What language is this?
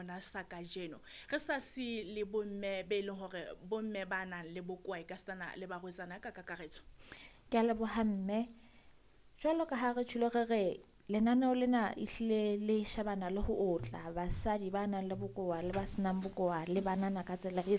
Southern Sotho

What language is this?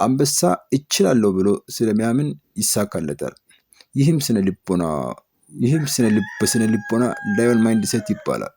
Amharic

